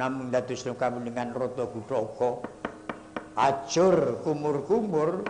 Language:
Javanese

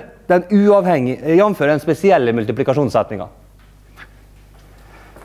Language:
Norwegian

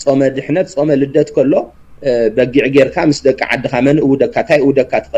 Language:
Tigrinya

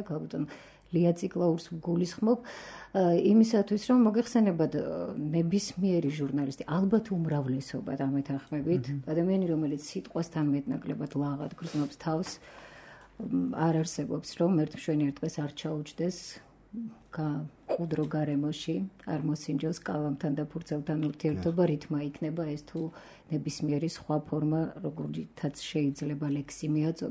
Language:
Georgian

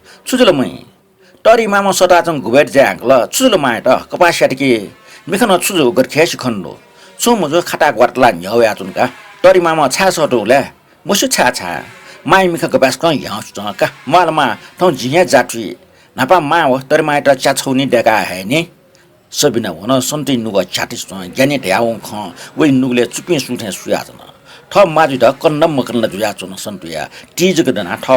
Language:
Newari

